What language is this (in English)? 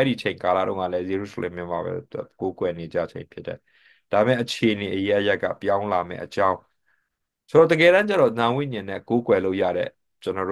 Burmese